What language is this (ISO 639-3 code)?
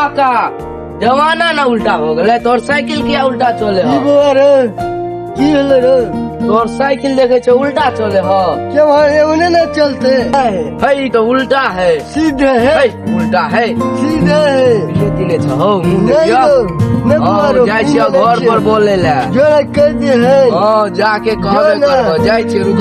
mai